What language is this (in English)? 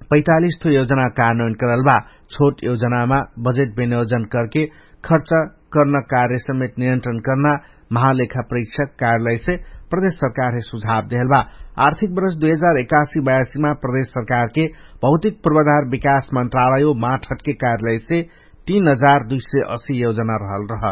Dangaura Tharu